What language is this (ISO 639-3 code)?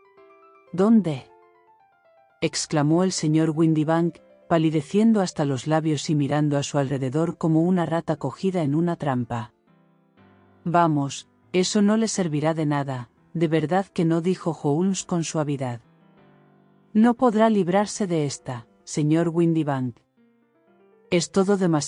spa